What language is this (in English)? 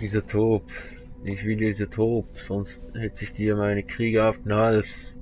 Swiss German